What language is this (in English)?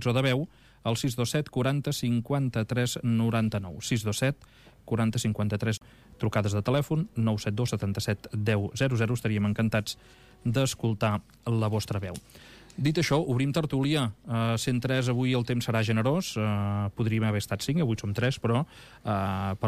Catalan